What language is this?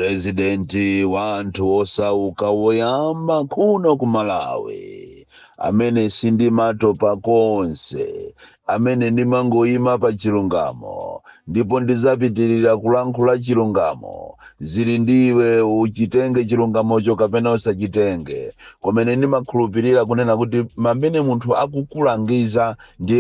Nyanja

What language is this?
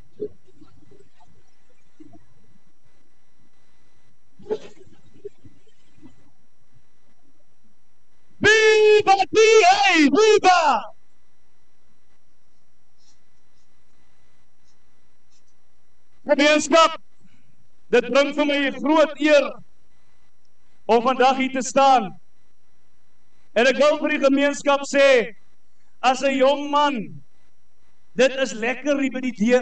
Afrikaans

